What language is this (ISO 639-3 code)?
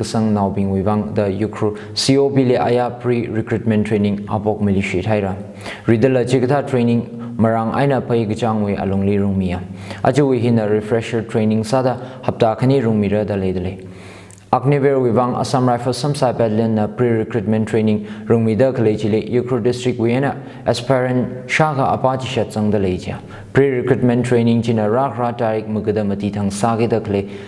nmf